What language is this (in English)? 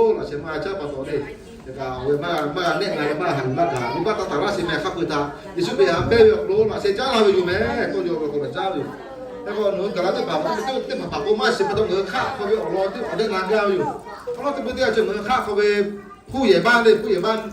Lahu